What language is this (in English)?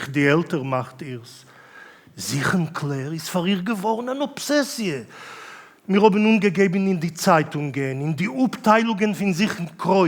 Yiddish